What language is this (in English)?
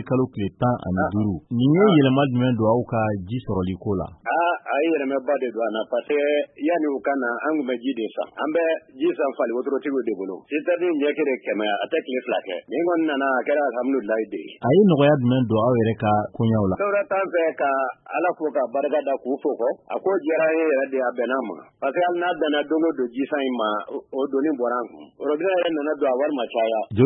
Bambara